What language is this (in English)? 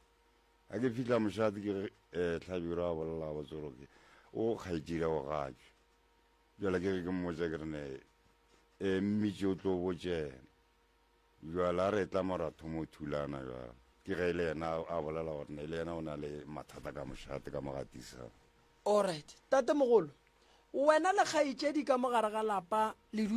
Northern Sotho